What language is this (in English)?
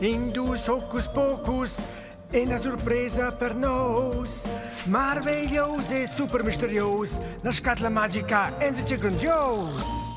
Romansh